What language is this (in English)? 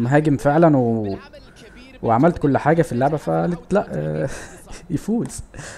Egyptian Arabic